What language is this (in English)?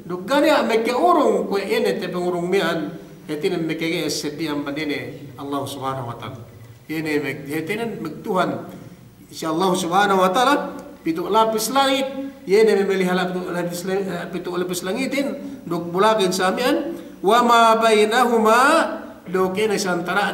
Yakan